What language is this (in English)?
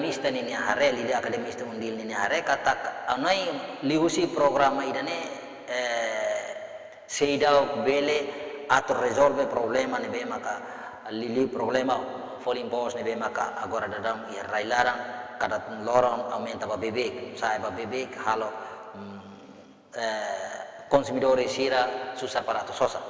Tetum